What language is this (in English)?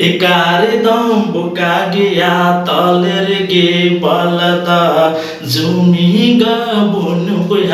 Santali